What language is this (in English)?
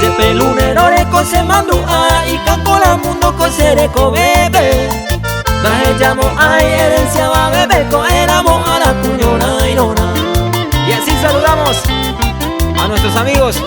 Guarani